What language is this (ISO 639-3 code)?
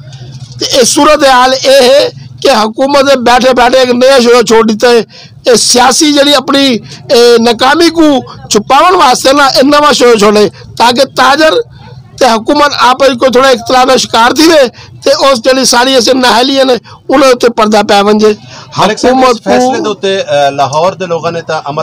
skr